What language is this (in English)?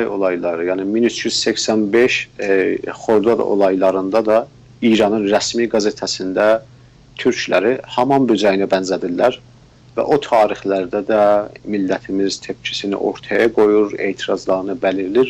South Azerbaijani